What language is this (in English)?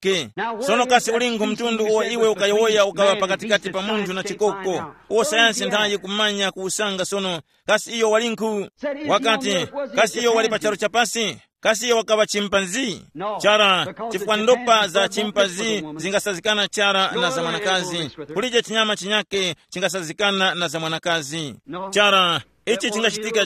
Tumbuka